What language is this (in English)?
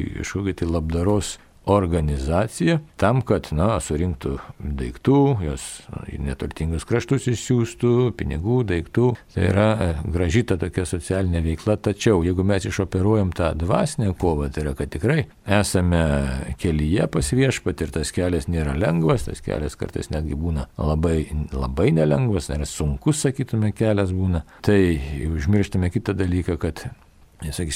Lithuanian